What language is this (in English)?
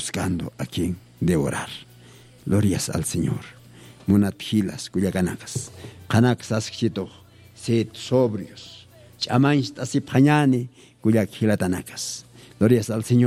Aymara